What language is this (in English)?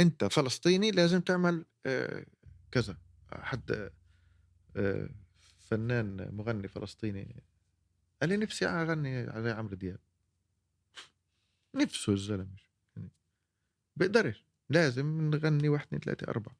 North Levantine Arabic